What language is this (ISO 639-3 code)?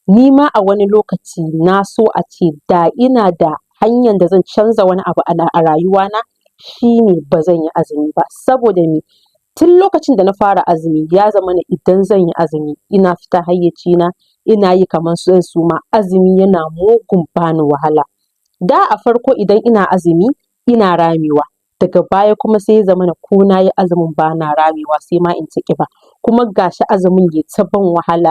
hau